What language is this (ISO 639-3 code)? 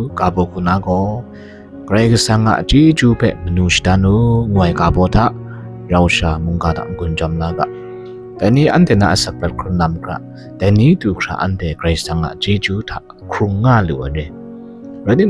kac